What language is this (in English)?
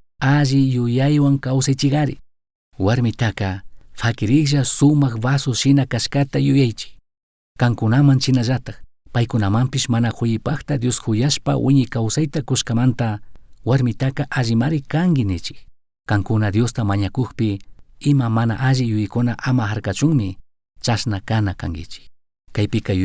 Chimborazo Highland Quichua